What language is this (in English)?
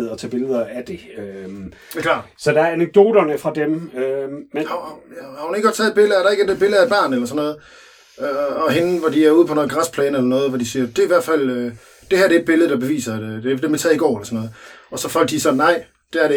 Danish